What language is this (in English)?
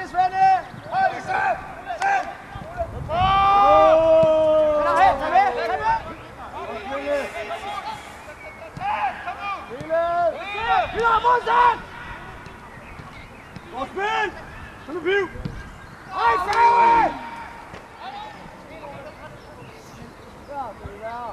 Danish